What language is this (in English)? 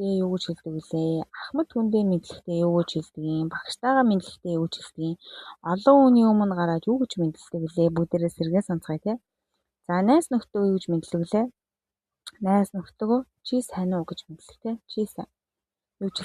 Mongolian